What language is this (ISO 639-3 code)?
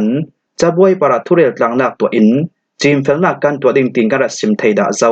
cfm